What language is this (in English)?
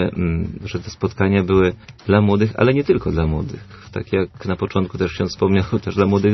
Polish